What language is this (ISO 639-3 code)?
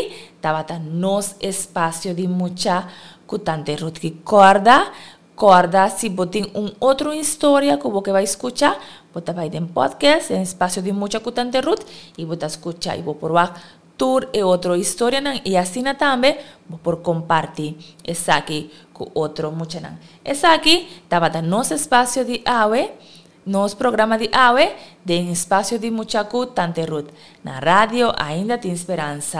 pap